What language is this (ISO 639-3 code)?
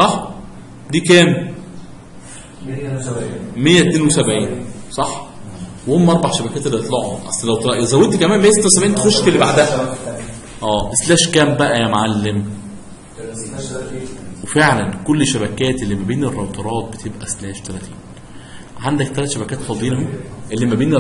arz